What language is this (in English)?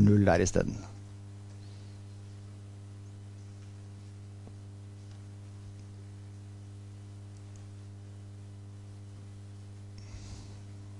Norwegian